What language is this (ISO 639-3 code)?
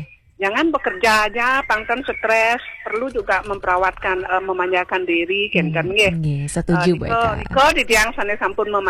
ban